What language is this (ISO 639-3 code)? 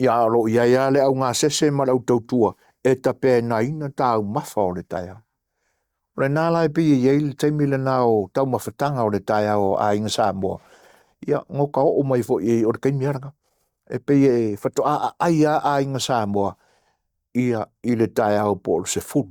smo